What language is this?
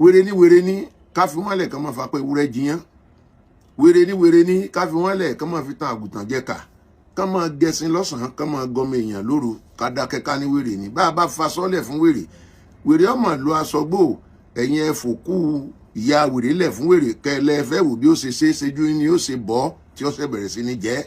Yoruba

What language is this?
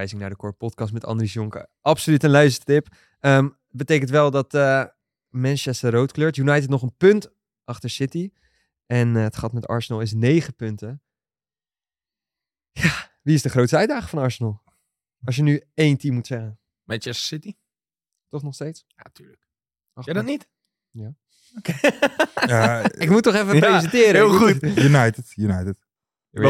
Dutch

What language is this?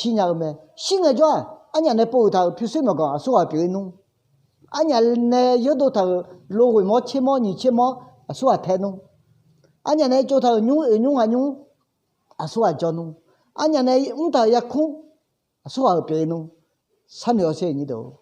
Akha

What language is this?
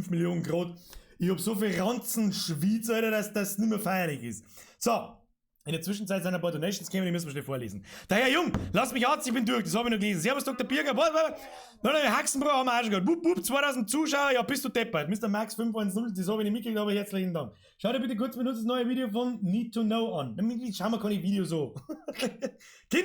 Bavarian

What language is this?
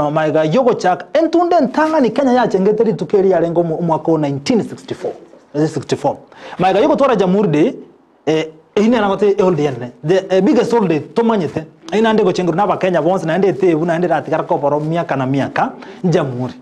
Gusii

